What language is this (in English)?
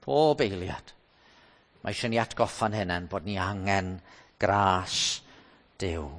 Welsh